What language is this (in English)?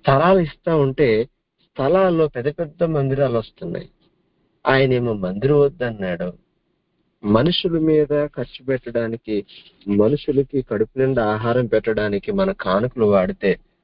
Telugu